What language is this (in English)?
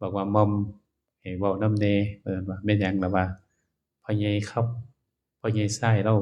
Northeastern Thai